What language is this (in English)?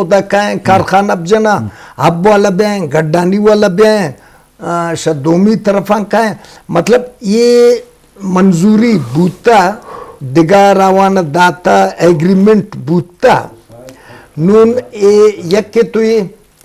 Eastern Balochi